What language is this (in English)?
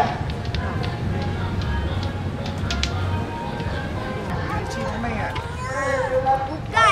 Malay